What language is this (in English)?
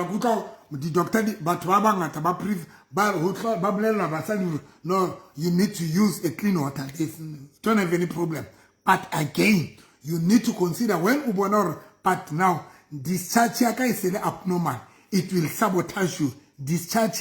Southern Sotho